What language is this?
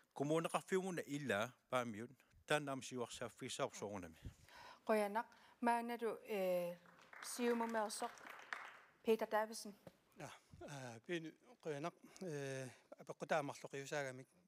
Kalaallisut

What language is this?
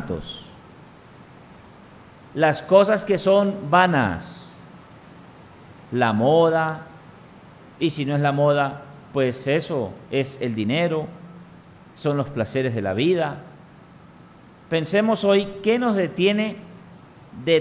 Spanish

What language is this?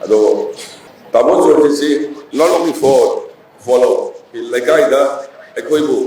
Manipuri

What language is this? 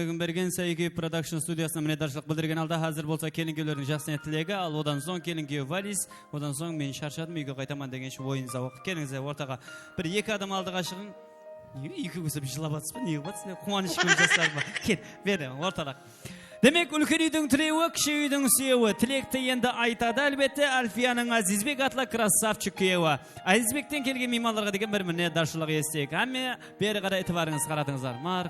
Kara-Kalpak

